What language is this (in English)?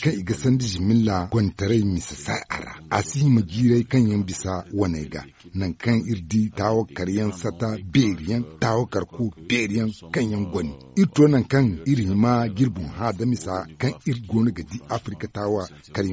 Zarma